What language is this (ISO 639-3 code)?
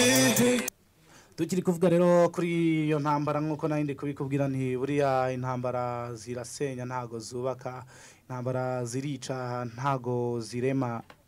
kin